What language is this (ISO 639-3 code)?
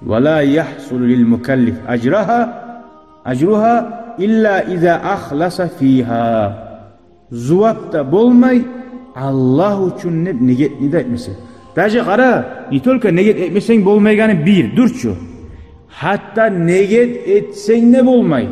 kum